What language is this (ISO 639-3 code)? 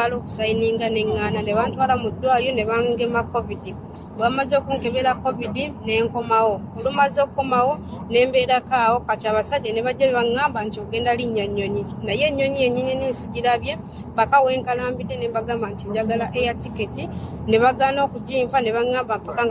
lug